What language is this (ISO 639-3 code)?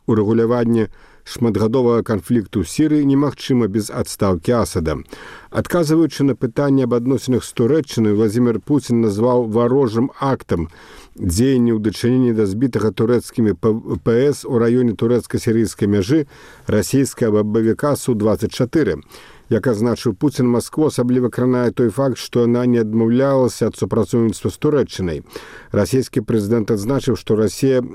bel